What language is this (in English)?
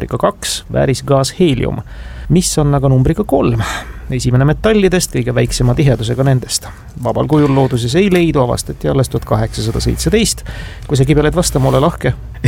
Estonian